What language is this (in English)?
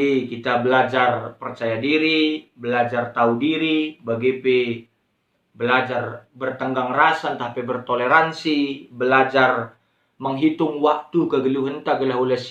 Batak Karo